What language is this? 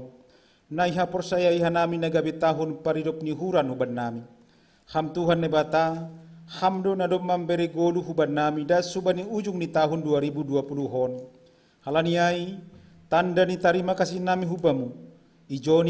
Batak Simalungun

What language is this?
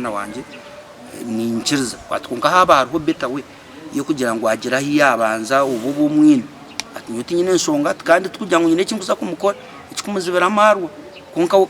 Nyankole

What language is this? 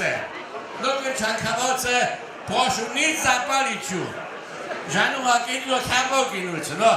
Upper Sorbian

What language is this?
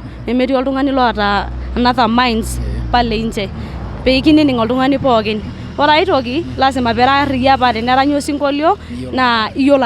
Masai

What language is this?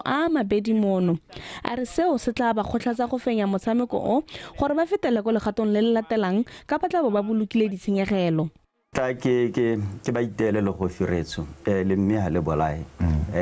Tswana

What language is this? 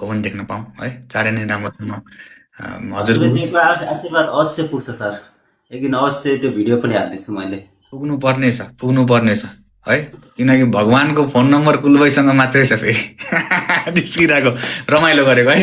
Nepali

